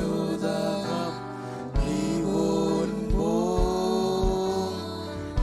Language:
Marshallese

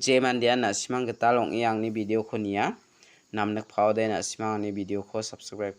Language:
Garo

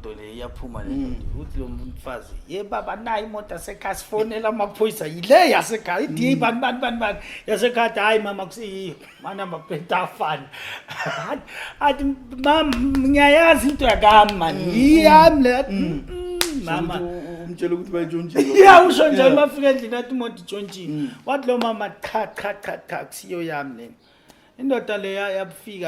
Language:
Zulu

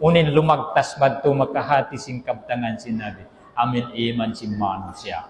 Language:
Tausug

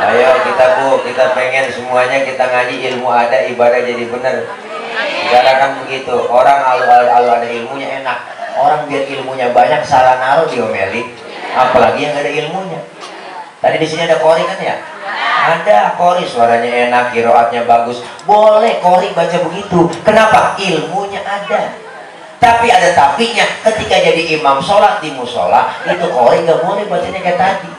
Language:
Betawi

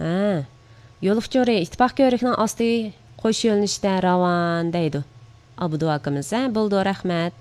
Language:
Uyghur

